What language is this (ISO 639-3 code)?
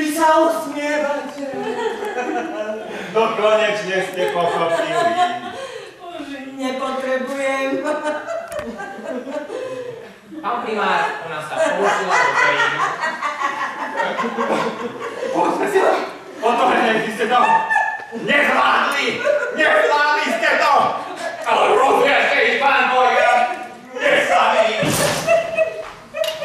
slk